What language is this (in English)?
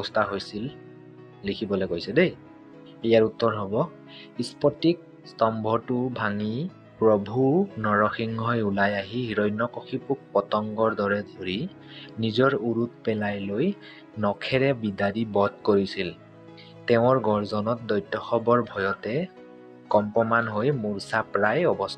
Assamese